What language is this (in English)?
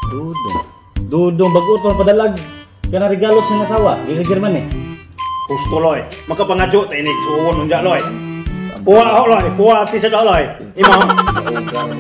Cebuano